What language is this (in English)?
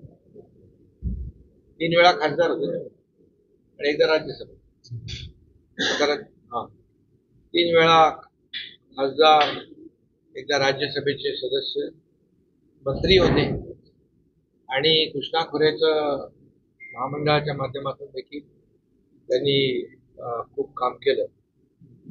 Marathi